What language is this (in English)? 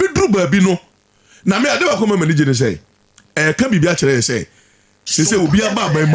Akan